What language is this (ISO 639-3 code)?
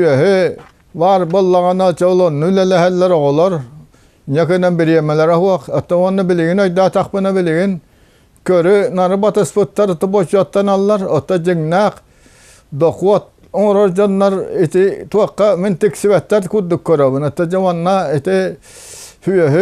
sah